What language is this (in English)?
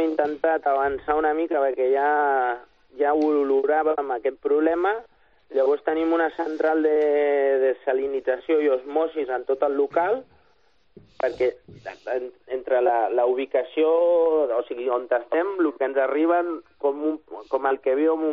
Catalan